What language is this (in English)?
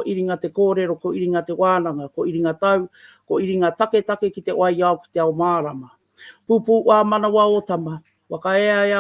Māori